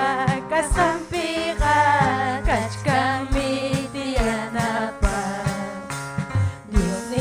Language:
Ayacucho Quechua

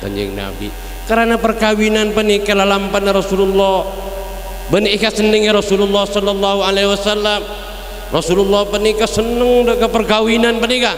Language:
Madurese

